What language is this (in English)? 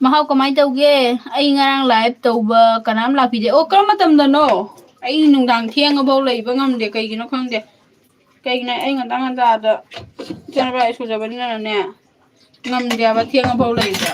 Manipuri